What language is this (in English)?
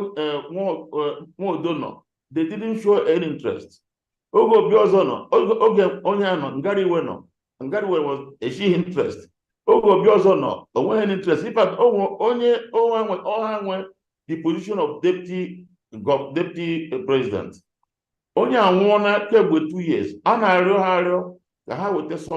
Igbo